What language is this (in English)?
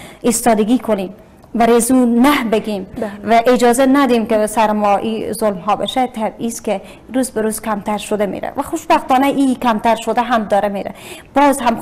Persian